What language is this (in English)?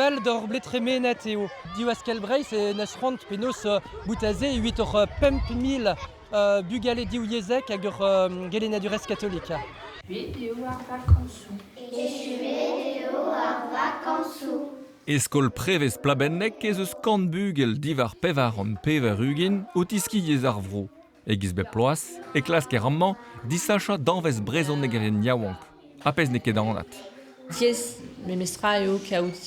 Breton